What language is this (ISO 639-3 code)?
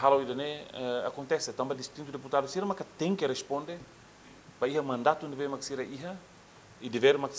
tet